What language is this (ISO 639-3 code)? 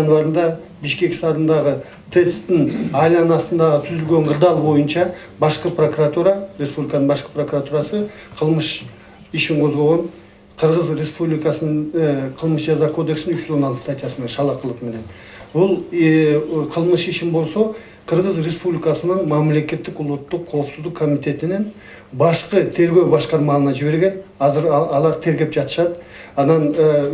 kir